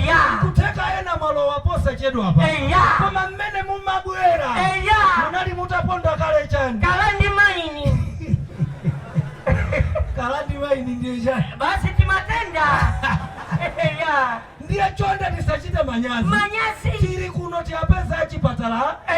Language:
Nyanja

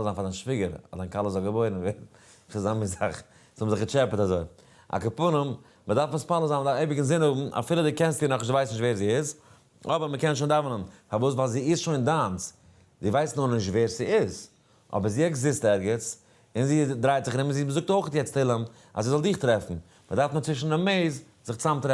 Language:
Yiddish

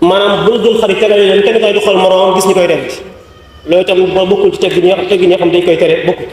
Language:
Wolof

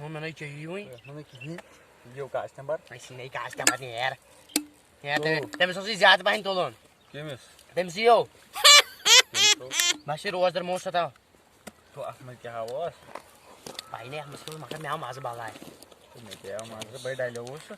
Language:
Kashmiri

